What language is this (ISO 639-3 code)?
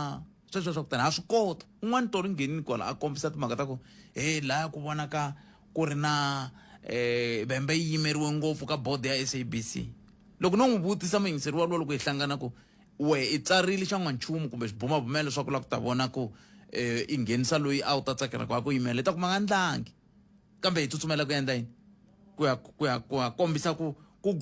tso